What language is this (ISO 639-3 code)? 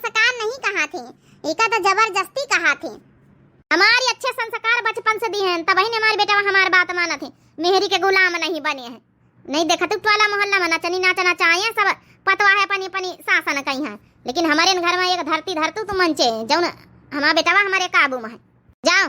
awa